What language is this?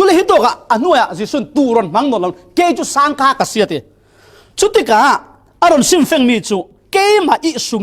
Falam Chin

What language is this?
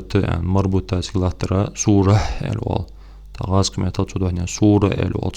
Ingush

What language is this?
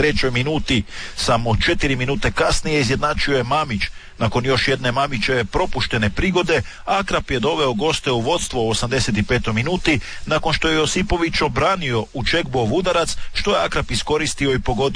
Croatian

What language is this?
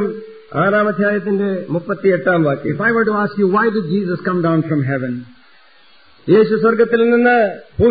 Malayalam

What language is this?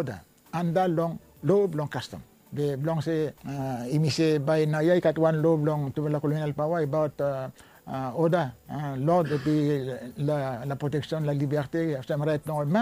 Bislama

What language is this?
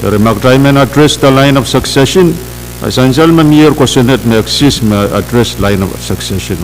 Pohnpeian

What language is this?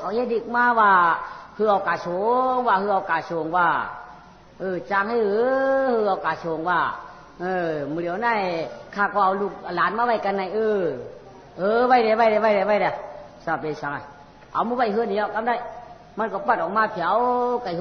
Shan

